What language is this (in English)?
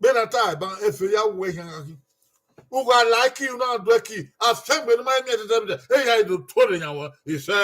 Bini